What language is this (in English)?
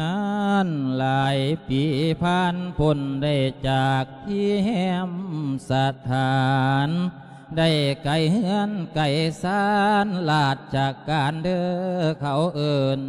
Lao